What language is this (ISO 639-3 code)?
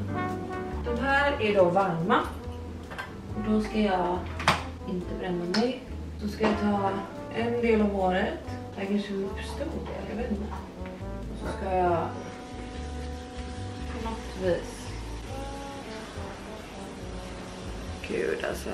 swe